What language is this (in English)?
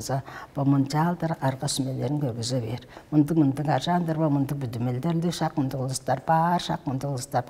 Tuvinian